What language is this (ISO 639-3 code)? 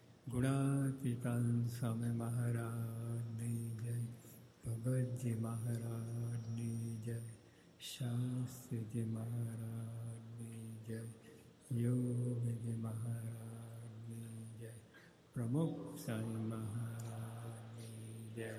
guj